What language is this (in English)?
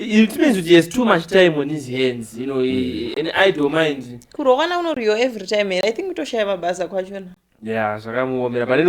Shona